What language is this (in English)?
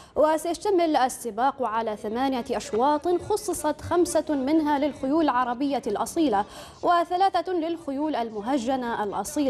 Arabic